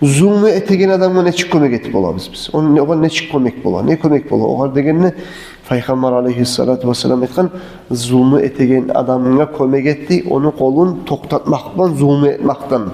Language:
Kumyk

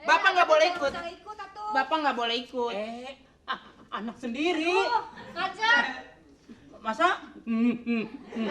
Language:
Betawi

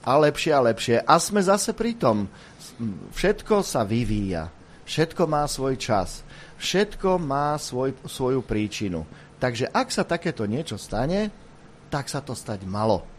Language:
Slovak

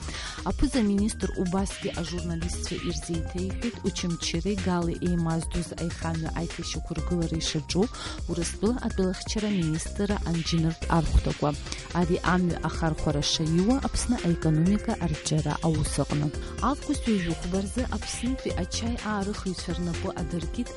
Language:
Abkhazian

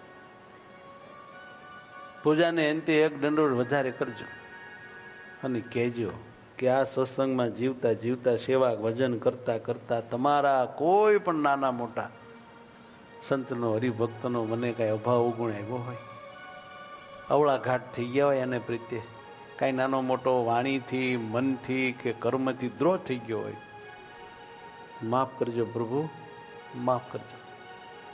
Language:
Gujarati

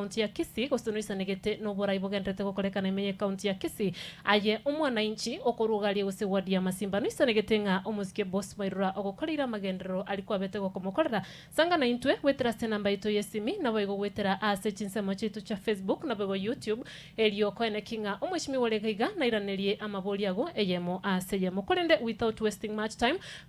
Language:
Gusii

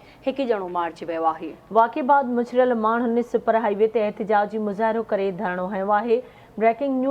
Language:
Sindhi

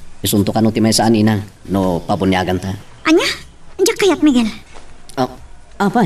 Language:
Iloko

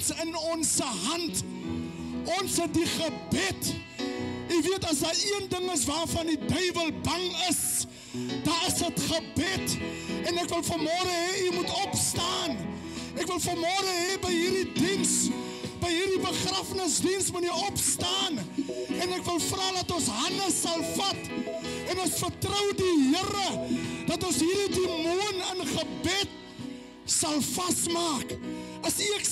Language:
Afrikaans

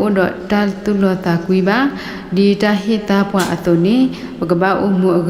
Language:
S'gaw Karen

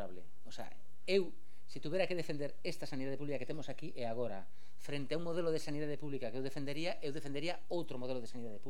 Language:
Galician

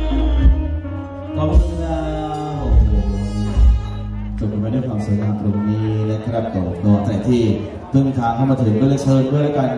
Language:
Thai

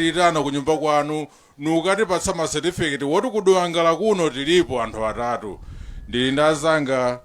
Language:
Nyanja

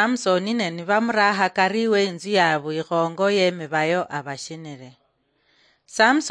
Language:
Luyia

